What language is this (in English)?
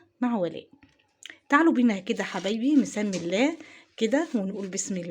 Egyptian Arabic